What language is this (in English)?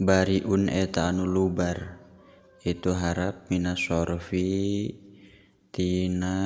Sundanese